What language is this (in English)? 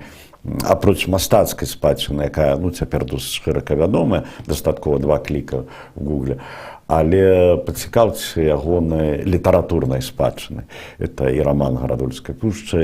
Belarusian